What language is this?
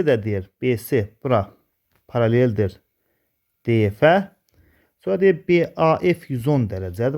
Azerbaijani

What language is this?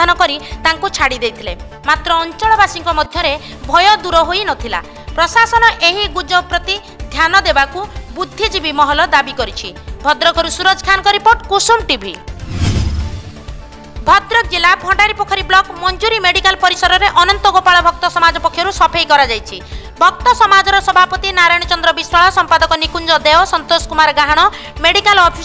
Odia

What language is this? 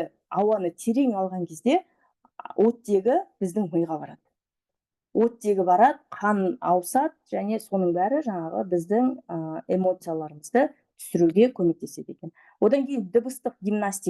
Kazakh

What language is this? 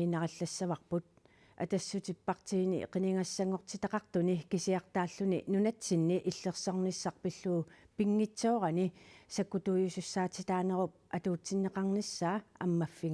Kalaallisut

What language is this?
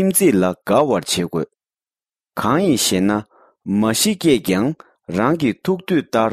Tibetan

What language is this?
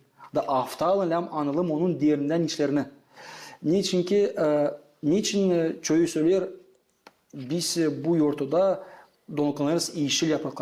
Gagauz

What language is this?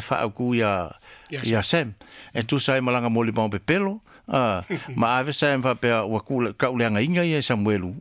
Samoan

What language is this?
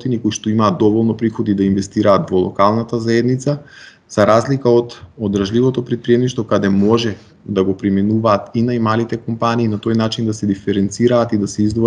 Macedonian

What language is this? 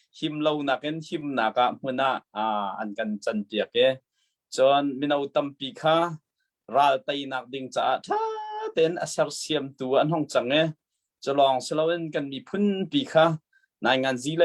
Hakha Chin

